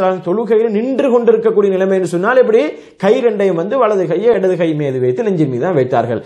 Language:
Tamil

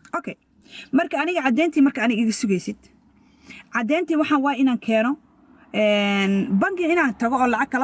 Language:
Somali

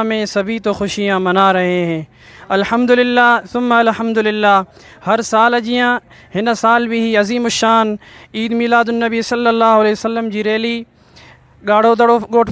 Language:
Sindhi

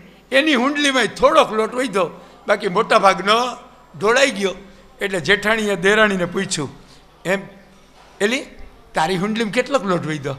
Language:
Gujarati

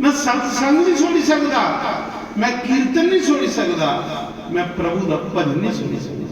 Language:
Dogri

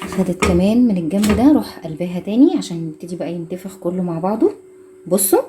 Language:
Egyptian Arabic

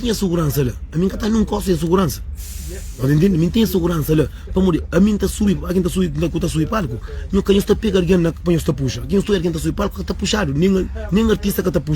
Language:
Kabuverdianu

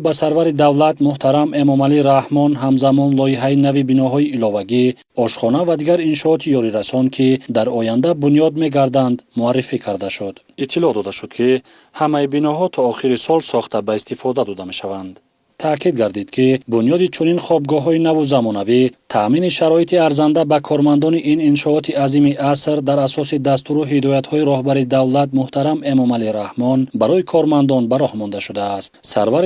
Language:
Tajik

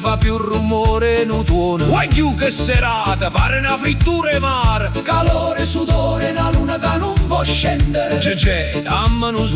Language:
Neapolitan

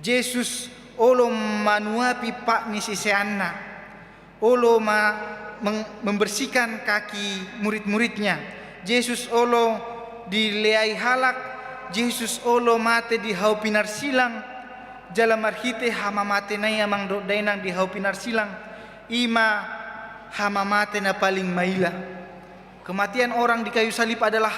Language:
Batak Toba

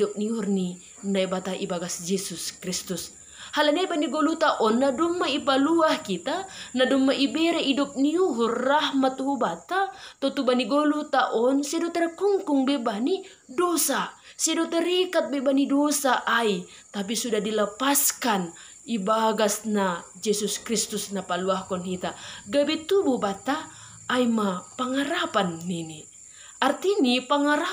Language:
Batak Simalungun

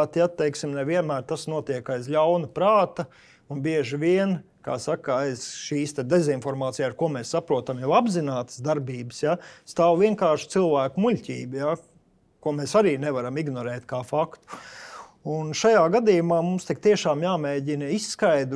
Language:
Latvian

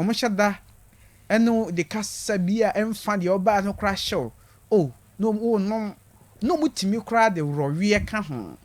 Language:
Akan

